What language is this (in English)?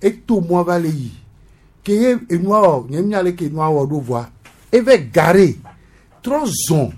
Gen